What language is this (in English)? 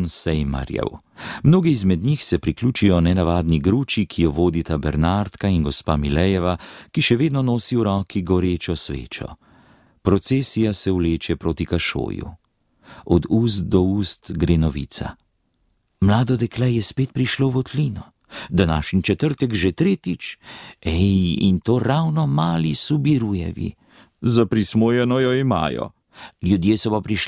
Slovenian